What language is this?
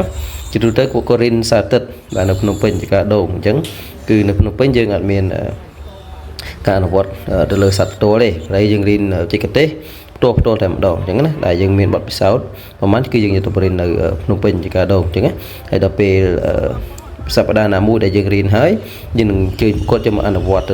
Khmer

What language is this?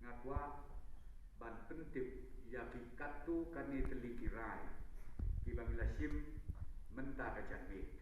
Khasi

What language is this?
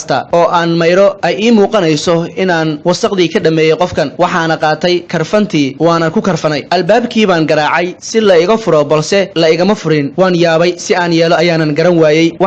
Somali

